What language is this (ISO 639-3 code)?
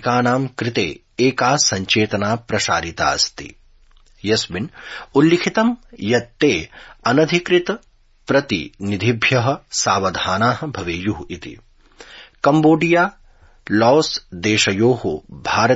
san